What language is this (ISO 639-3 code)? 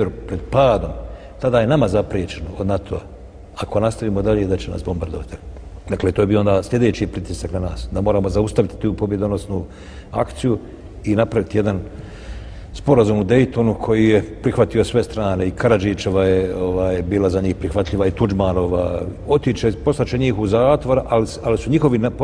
bos